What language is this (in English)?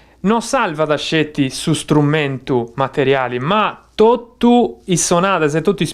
Sardinian